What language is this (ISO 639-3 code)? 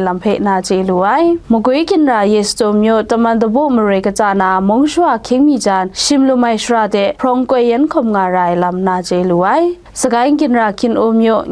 kac